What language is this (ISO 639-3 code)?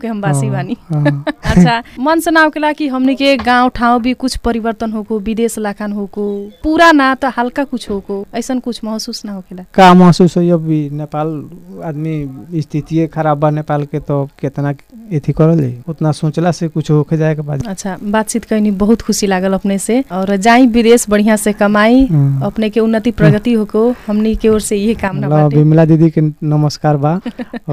bho